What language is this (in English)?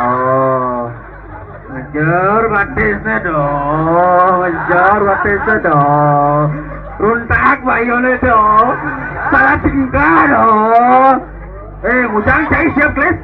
Balinese